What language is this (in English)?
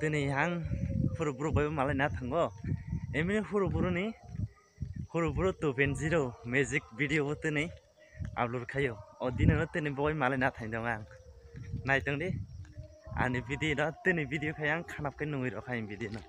Kok Borok